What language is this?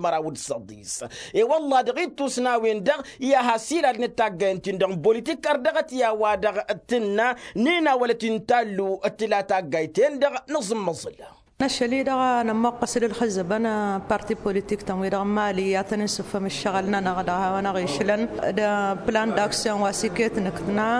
Tamasheq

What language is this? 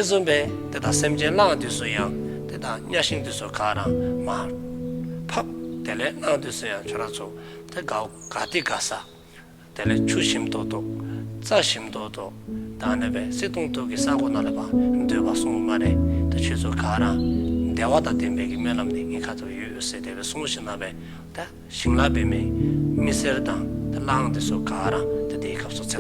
Dzongkha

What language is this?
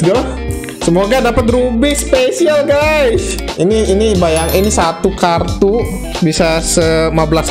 Indonesian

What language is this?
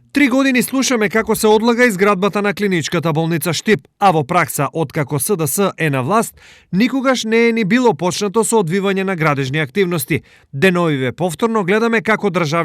Macedonian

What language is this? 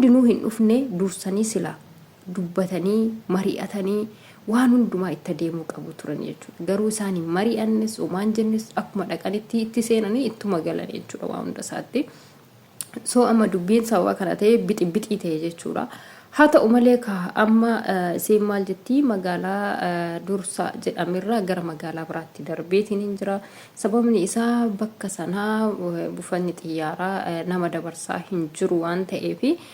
Oromo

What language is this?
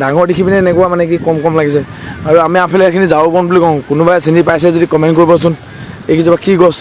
Assamese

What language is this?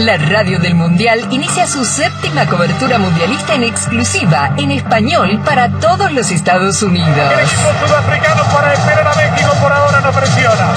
Spanish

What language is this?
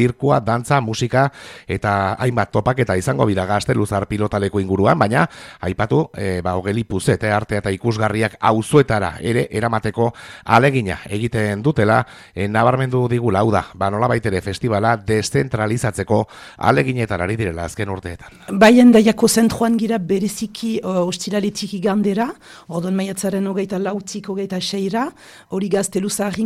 Basque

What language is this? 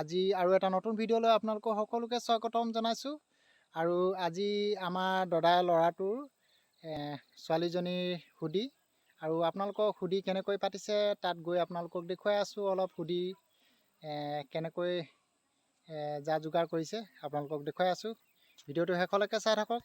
Assamese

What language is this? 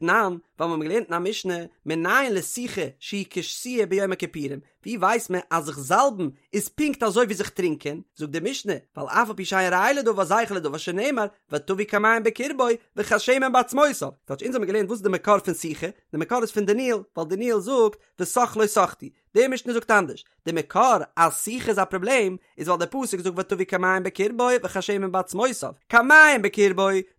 Yiddish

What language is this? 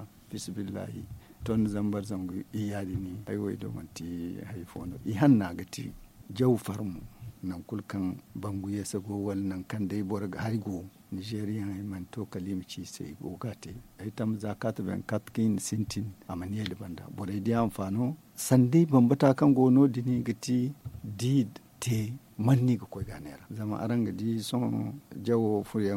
Zarma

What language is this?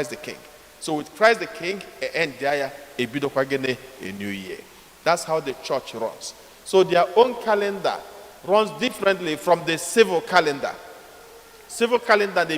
Igbo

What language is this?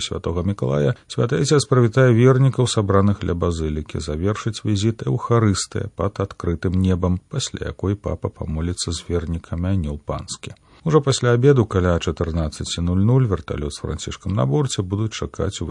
Belarusian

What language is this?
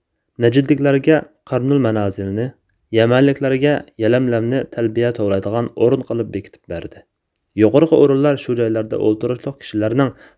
Uyghur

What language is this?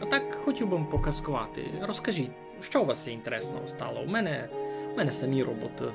Rusyn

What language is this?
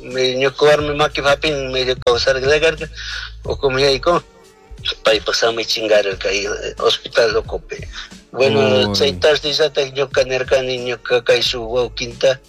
Chimborazo Highland Quichua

